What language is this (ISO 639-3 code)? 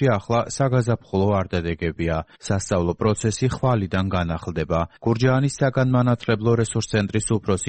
kat